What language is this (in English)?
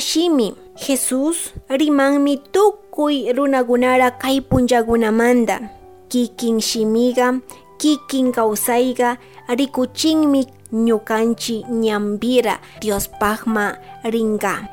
Chimborazo Highland Quichua